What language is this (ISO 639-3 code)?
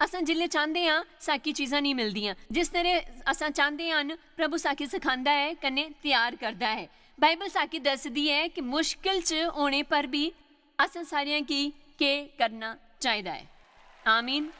doi